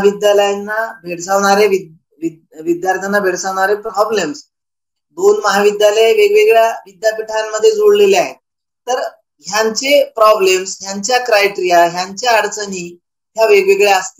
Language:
Marathi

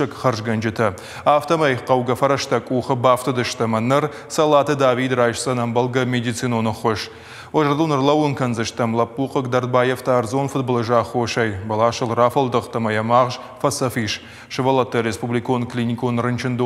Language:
Ossetic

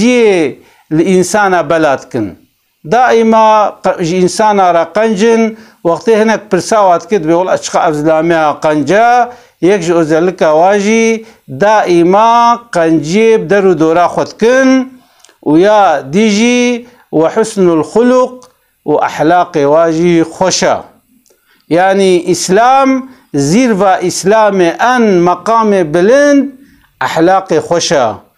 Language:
Kurdish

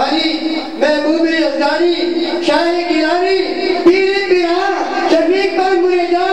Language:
Urdu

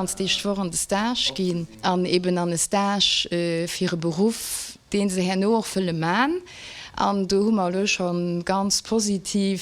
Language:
Luxembourgish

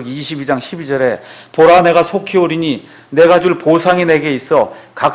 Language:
Korean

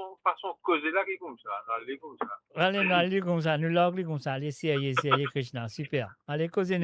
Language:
Morisyen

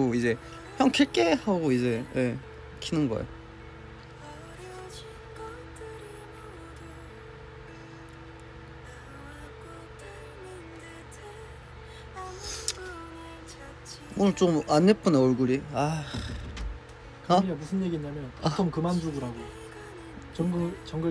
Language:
Korean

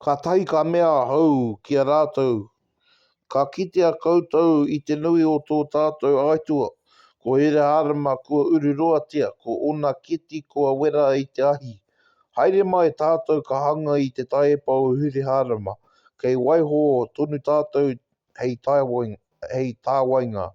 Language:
Māori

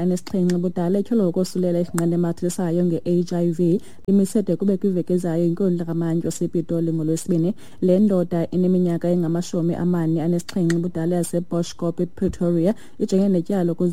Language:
Xhosa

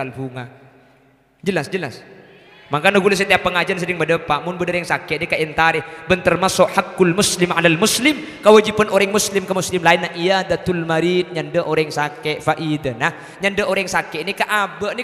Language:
Madurese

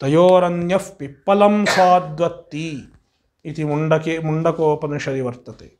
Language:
Sanskrit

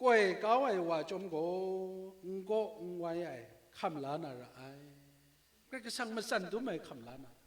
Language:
Kachin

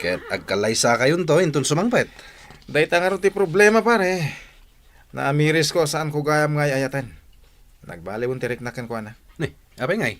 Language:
Iloko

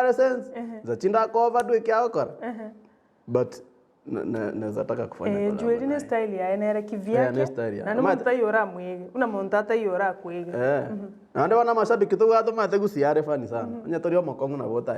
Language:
Gusii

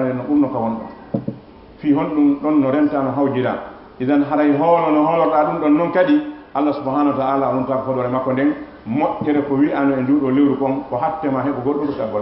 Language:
Fula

